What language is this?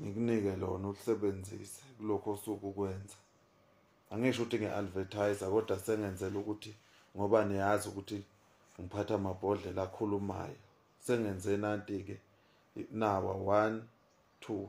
Zulu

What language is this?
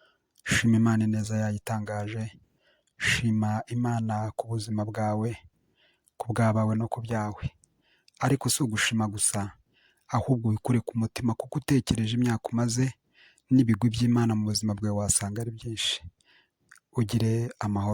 Kinyarwanda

